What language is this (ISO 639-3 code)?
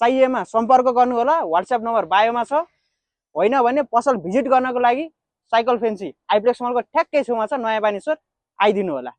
nep